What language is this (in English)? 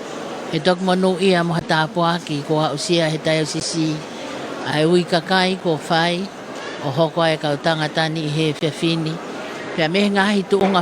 Tongan